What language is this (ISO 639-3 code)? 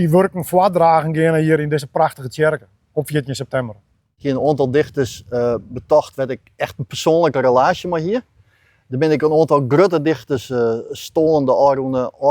fry